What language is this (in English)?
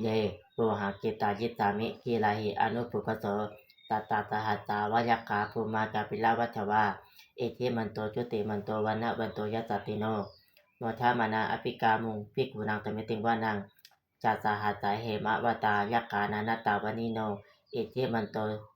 Pali